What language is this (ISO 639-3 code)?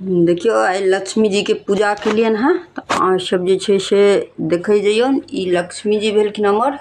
mai